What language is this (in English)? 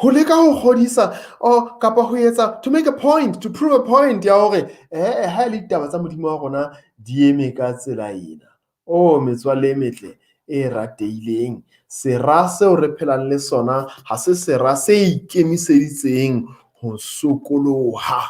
Southern Sotho